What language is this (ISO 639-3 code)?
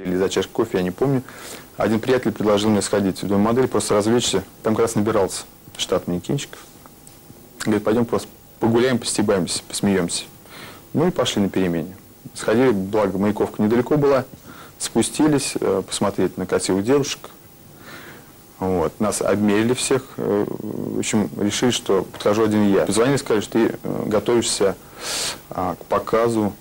rus